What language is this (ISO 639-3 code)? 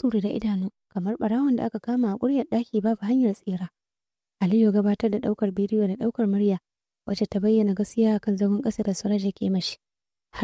hau